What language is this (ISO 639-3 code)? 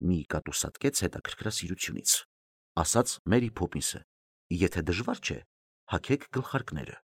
hye